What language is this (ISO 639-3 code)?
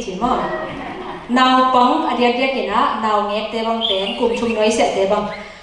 ctd